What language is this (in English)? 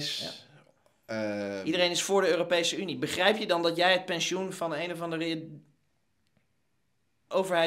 Dutch